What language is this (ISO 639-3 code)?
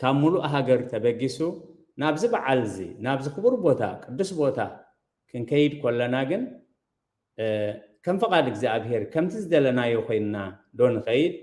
tir